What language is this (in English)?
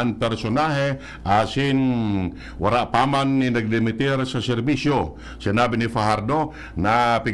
Bikol